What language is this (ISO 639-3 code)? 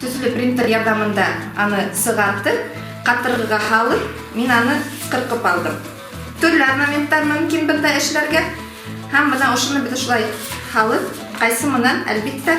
bak